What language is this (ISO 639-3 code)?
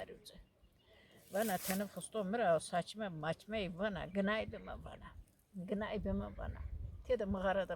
zza